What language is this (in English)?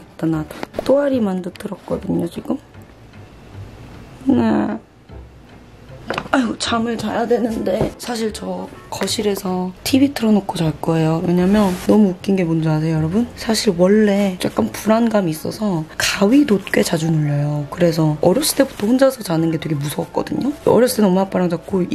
Korean